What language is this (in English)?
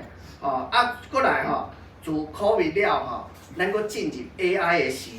Min Nan Chinese